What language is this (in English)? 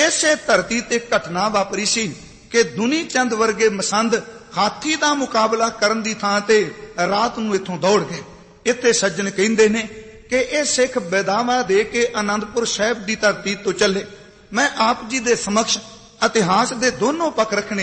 Punjabi